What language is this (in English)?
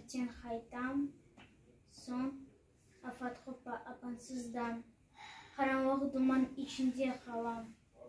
Crimean Tatar